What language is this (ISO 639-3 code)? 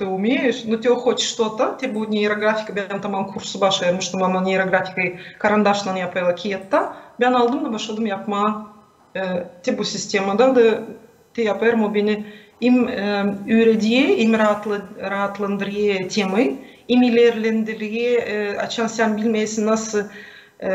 gag